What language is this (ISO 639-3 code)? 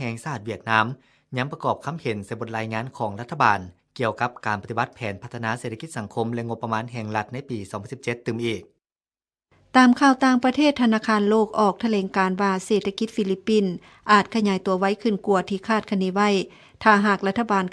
lao